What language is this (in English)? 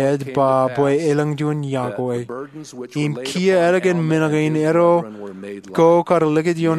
Marshallese